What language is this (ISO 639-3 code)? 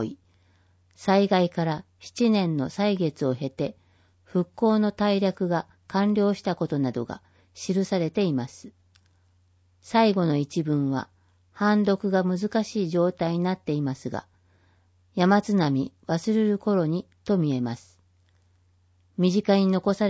jpn